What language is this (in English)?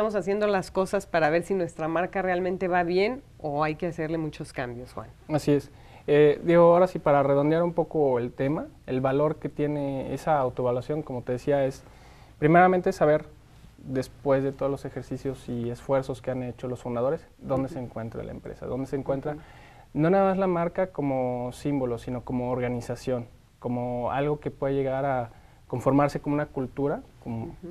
Spanish